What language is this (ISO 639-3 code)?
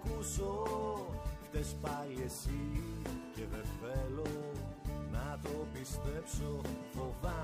ell